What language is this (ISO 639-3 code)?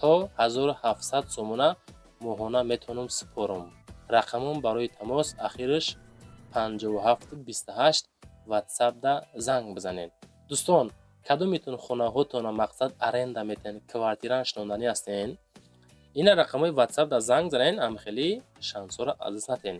tgk